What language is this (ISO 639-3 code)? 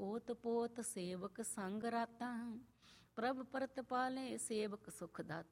pan